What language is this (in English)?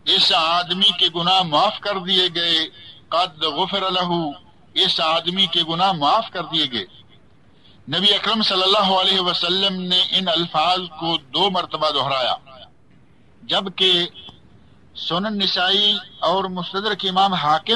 Urdu